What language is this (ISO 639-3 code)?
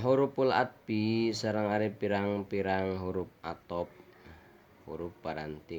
sun